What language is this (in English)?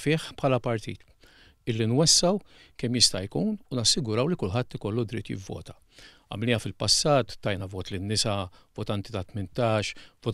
Maltese